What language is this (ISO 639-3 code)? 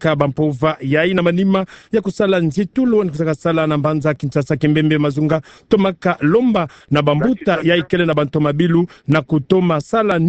ktu